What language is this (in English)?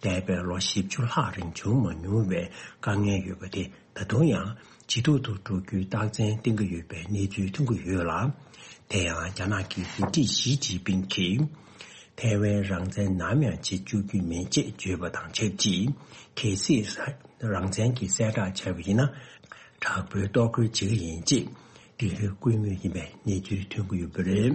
Tibetan